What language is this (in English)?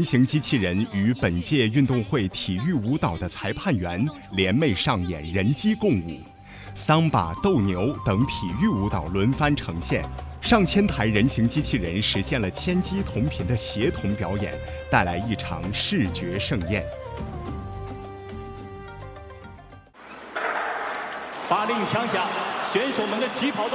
Chinese